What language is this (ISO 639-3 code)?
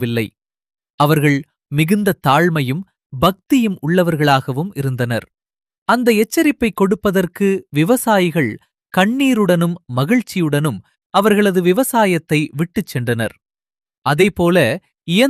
tam